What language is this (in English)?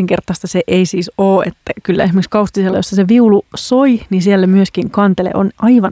Finnish